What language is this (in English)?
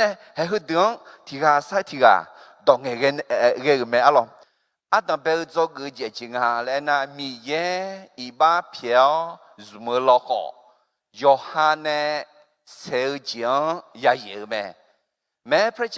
Akha